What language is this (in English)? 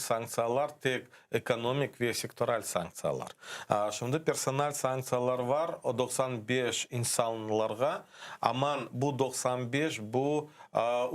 Crimean Tatar